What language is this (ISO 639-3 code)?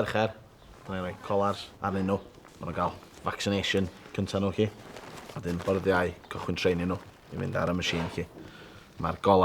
cym